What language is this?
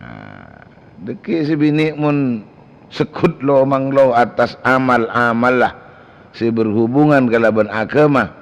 Madurese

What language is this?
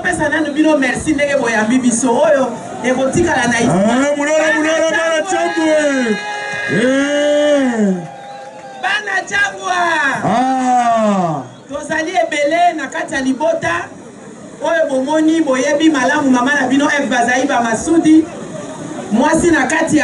Lingala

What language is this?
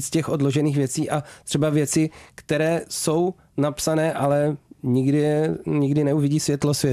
Czech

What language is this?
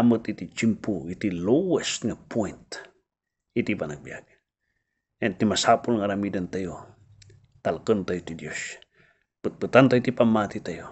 Iloko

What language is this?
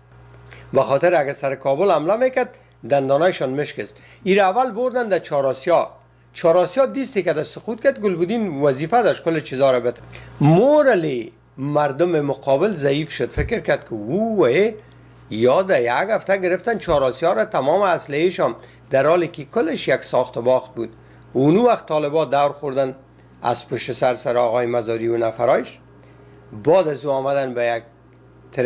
Persian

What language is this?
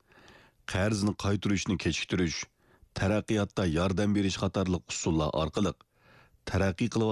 Uyghur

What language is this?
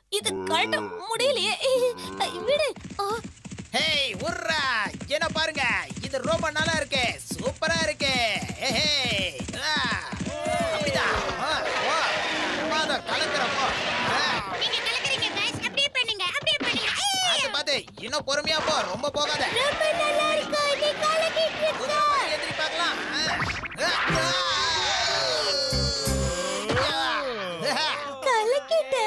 Tamil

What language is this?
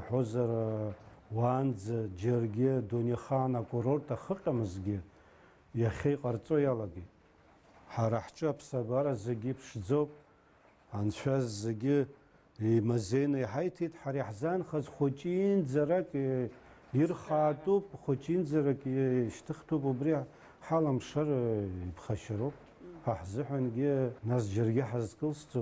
Abkhazian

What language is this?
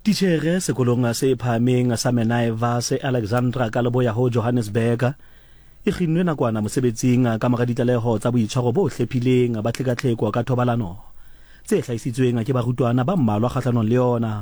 Southern Sotho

